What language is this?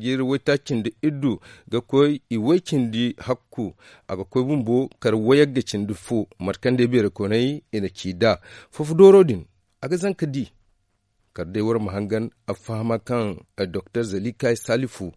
Zarma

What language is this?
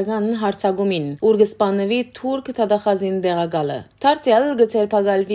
Western Armenian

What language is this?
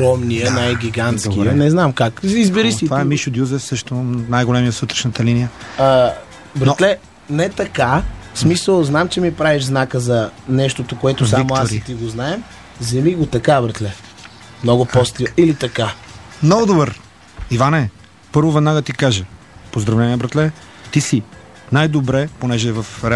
Bulgarian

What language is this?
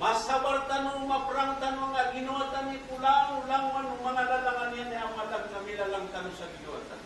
Maranao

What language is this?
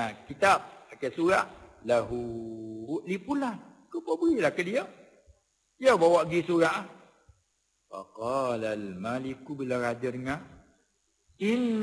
Malay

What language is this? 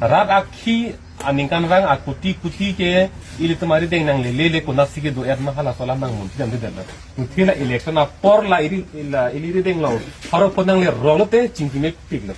Karbi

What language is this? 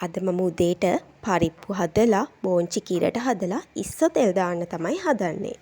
Sinhala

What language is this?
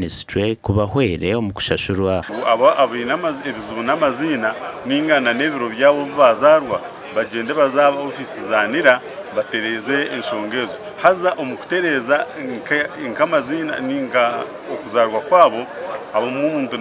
Nyankole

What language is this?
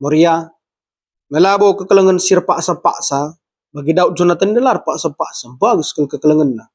Batak Karo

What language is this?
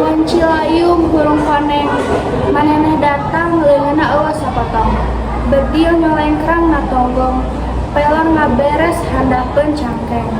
Sundanese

